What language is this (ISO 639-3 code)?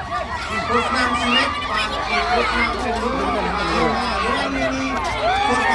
kha